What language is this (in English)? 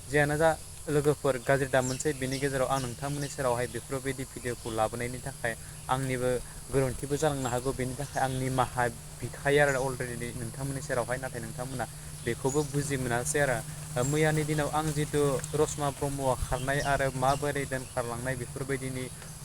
Bodo